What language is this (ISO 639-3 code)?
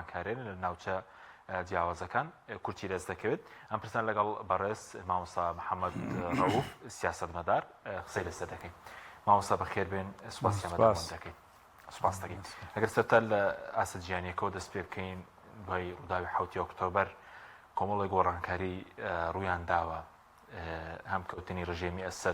ckb